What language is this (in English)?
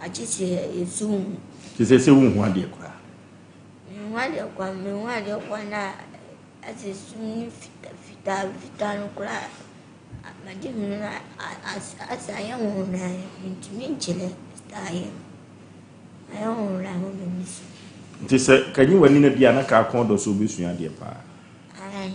Akan